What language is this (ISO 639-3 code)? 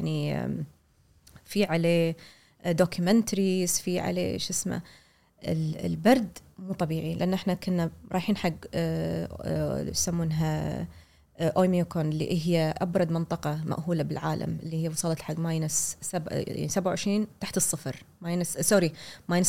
afb